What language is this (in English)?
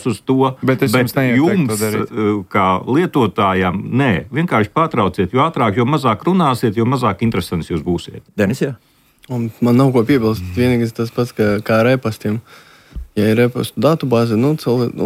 Latvian